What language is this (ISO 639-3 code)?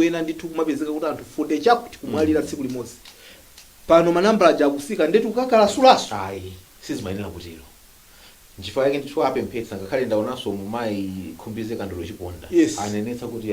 nya